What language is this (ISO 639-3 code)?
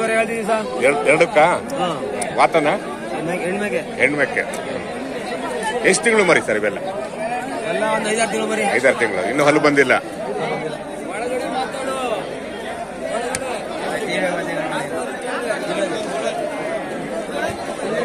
kan